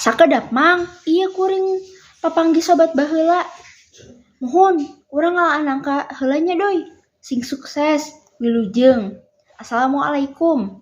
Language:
Sundanese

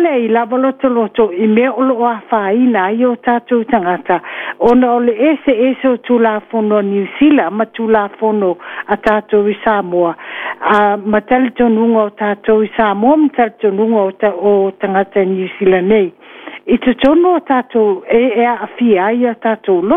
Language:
Samoan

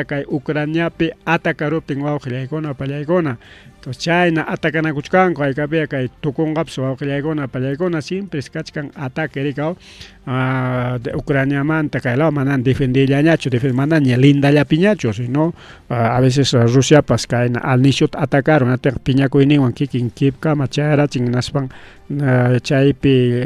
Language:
Ayacucho Quechua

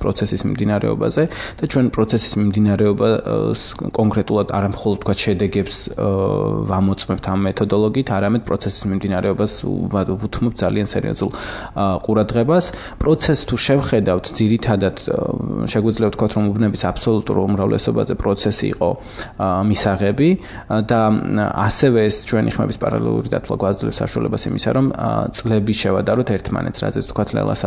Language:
Georgian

